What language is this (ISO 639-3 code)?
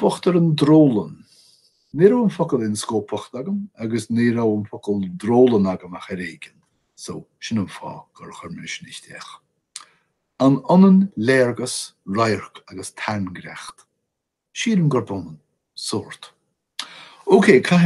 gle